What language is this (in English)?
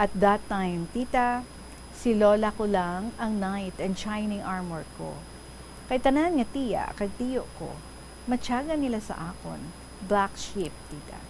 Hiligaynon